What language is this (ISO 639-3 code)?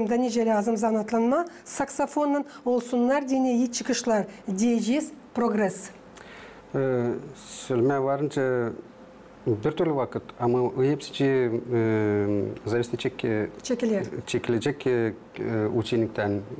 gag